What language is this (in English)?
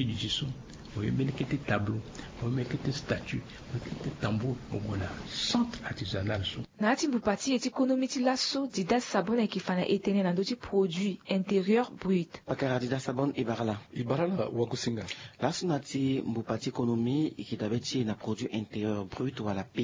Sango